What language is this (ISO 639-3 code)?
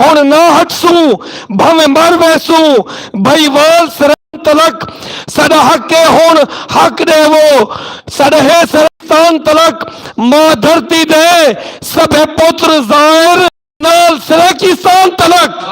skr